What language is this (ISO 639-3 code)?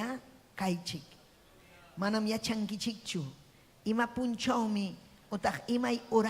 quy